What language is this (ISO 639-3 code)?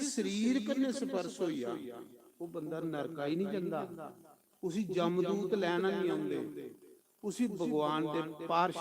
doi